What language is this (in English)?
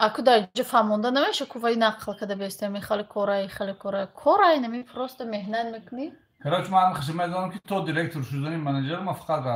Tajik